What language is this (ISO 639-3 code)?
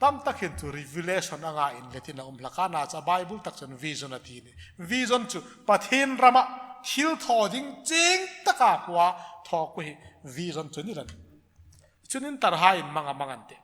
hmr